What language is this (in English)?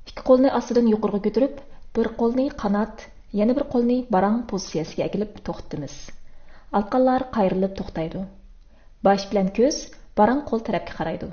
Uyghur